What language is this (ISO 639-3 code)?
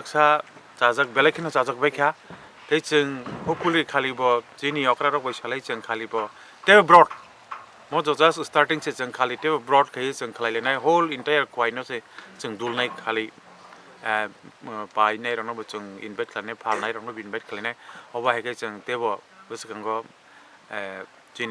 trp